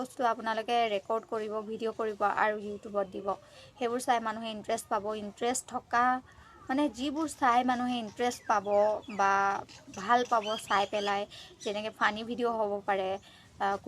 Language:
Assamese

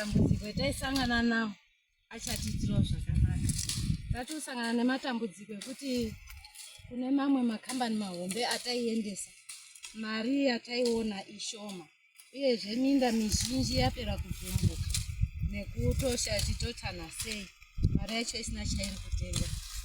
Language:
Shona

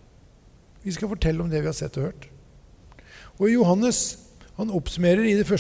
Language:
Norwegian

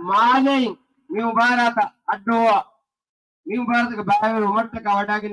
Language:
Divehi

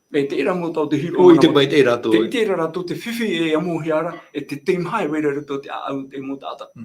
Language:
Tahitian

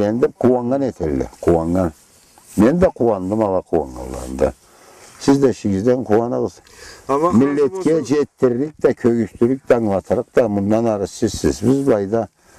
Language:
Karachay-Balkar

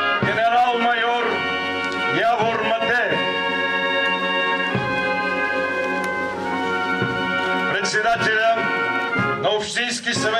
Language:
Bulgarian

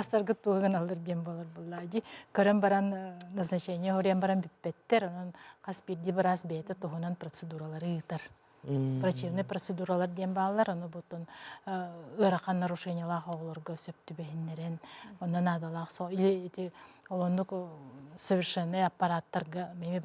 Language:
Yakut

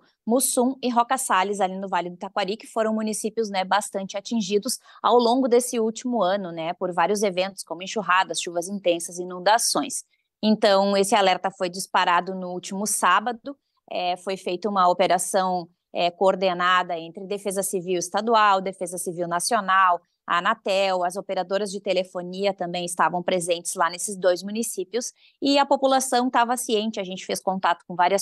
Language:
Portuguese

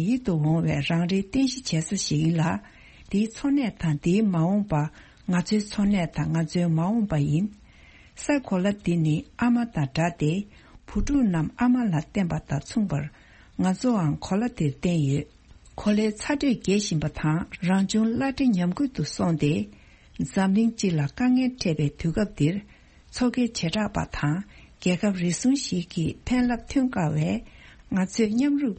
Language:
Tibetan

